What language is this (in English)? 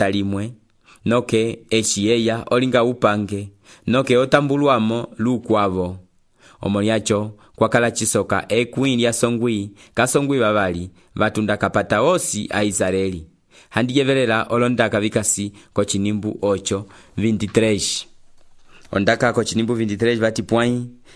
Umbundu